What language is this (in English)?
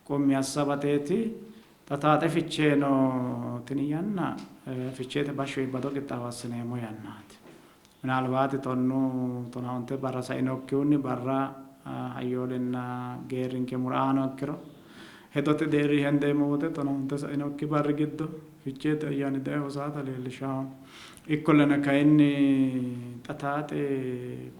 Sidamo